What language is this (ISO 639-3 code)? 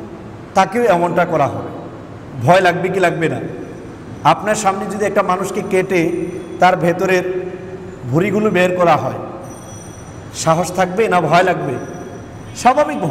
ben